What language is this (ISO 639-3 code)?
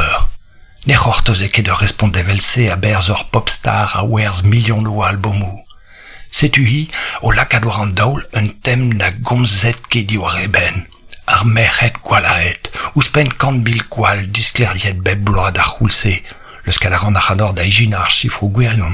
bre